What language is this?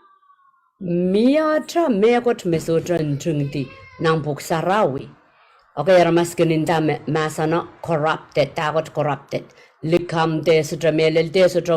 Pohnpeian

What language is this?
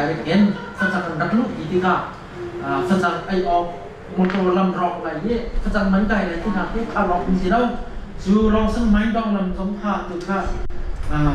Hakha Chin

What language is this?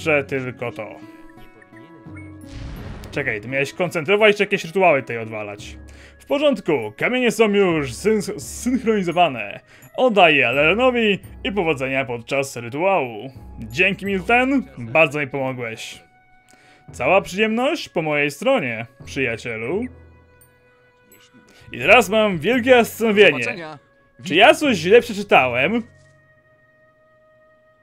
Polish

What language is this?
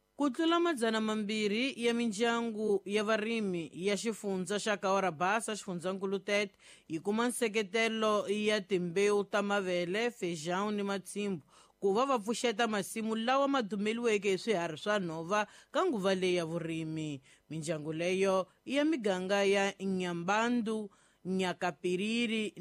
Tsonga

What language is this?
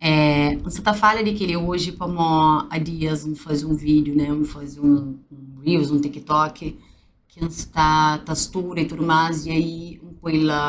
Kabuverdianu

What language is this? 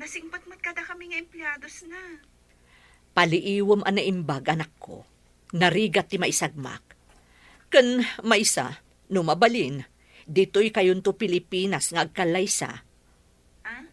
Iloko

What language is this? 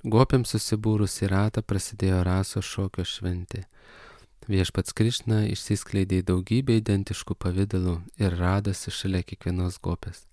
Lithuanian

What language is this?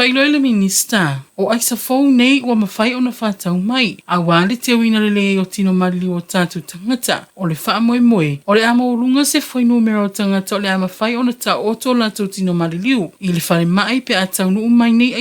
Samoan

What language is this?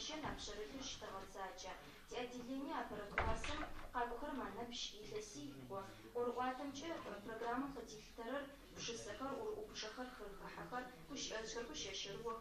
Adyghe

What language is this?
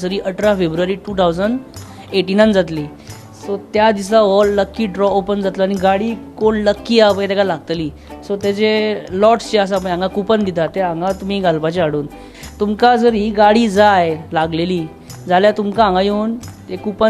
Konkani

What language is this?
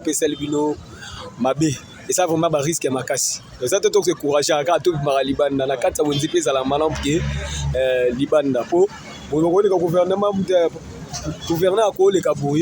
Lingala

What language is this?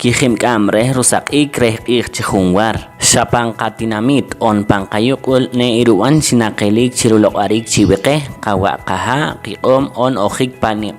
Poqomchi'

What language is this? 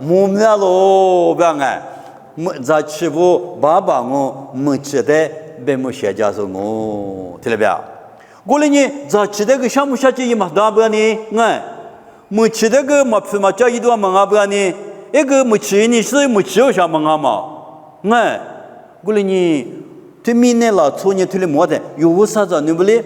Lisu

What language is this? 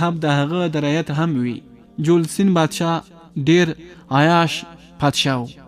Pashto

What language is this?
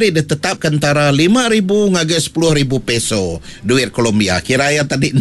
Iban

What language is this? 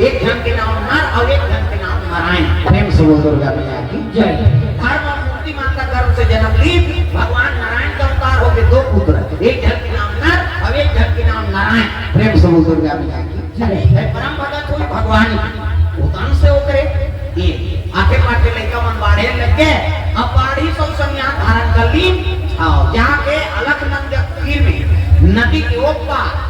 Chhattisgarhi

